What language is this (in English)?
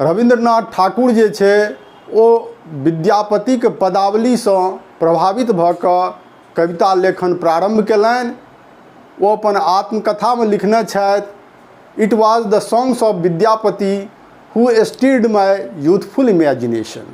Maithili